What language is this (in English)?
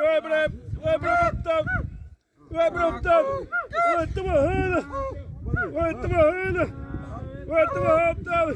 Xavánte